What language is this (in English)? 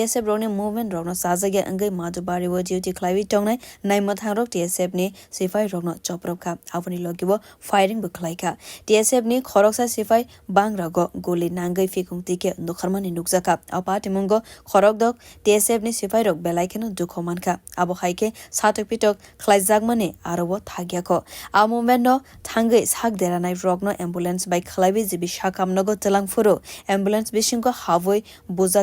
Kok Borok